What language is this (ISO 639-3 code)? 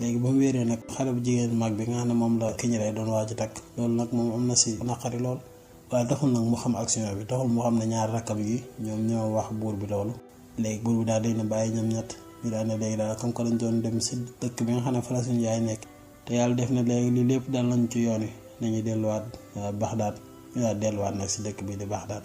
wol